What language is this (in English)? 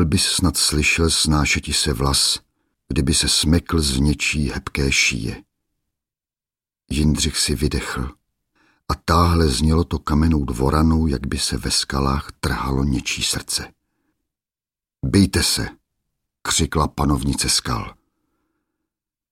Czech